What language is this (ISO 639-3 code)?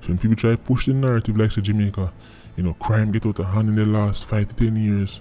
jam